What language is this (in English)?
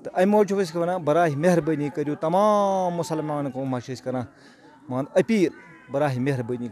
Kashmiri